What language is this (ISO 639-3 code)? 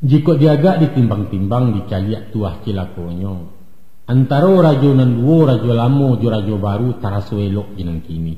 min